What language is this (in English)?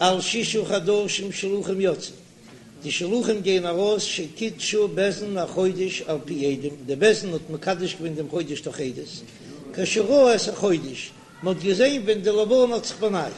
Yiddish